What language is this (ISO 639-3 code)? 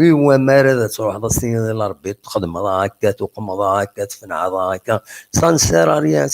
kab